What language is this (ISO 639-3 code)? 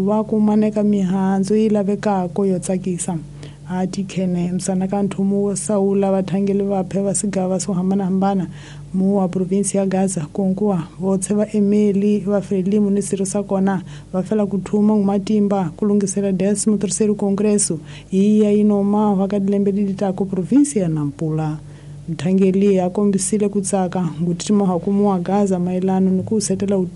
tso